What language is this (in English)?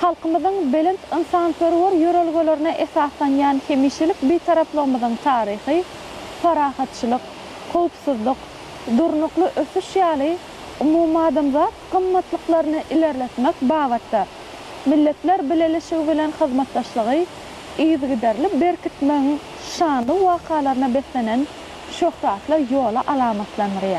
Turkmen